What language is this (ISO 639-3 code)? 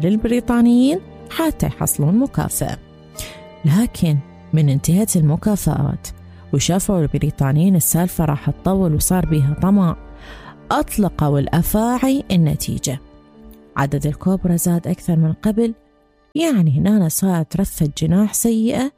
acm